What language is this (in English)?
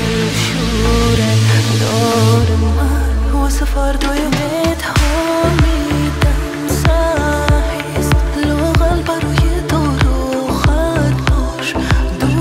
Persian